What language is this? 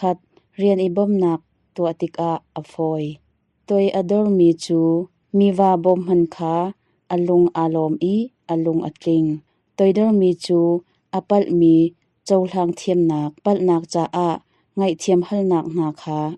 Hakha Chin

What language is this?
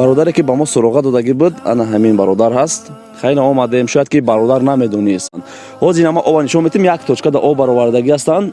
Tajik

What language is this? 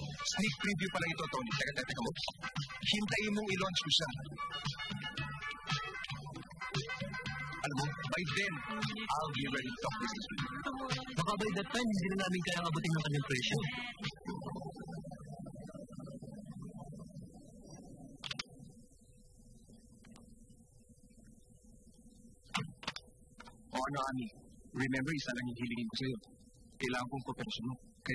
Filipino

